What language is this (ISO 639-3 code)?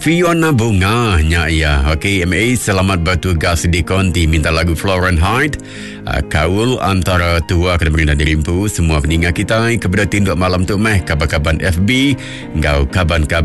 iba